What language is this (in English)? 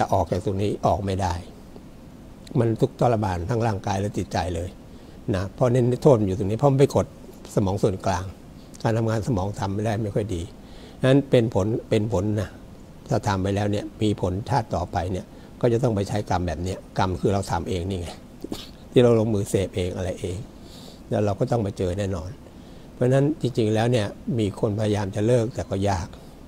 Thai